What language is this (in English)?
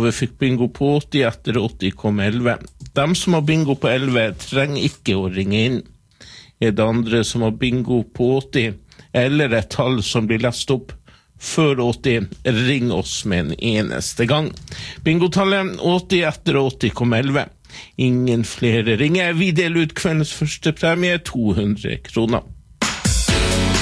Norwegian